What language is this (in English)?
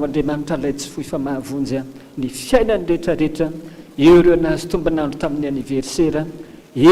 Malagasy